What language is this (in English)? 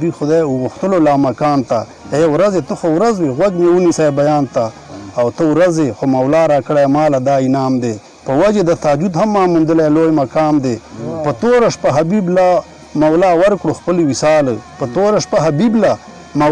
Pashto